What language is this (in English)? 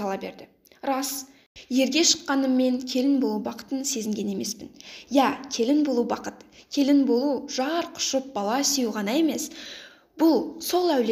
Kazakh